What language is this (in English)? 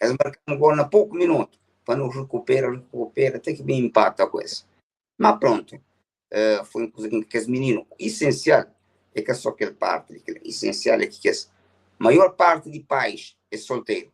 Kabuverdianu